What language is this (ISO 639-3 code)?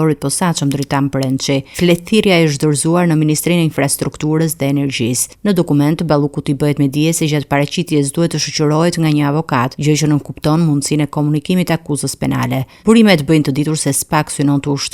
sqi